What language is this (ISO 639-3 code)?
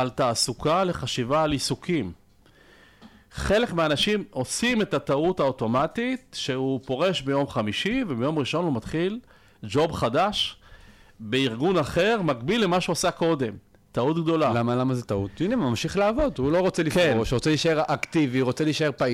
heb